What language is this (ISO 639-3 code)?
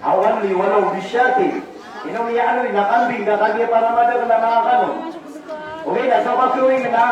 mrw